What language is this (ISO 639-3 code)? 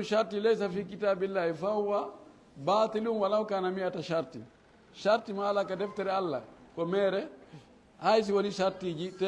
ful